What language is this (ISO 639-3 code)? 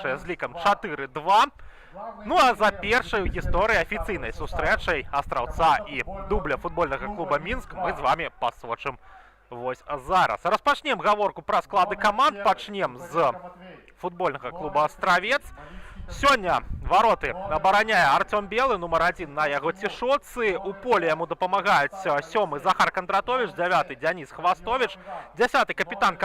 bel